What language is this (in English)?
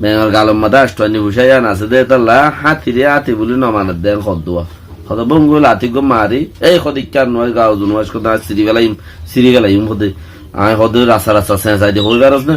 Rohingya